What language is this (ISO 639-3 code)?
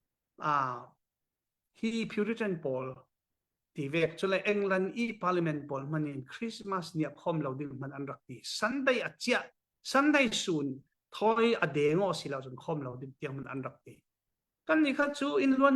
cfm